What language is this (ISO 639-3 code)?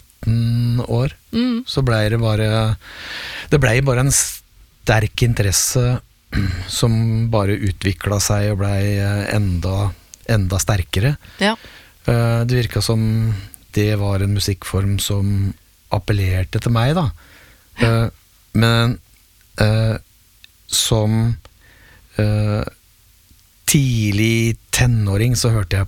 nor